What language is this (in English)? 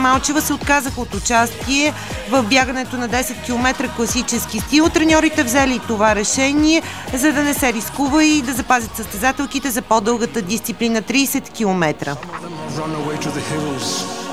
Bulgarian